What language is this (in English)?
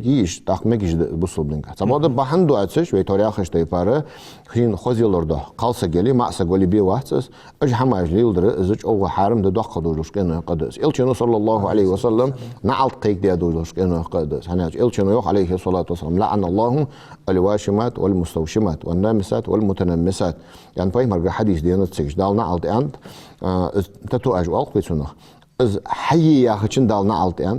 Ingush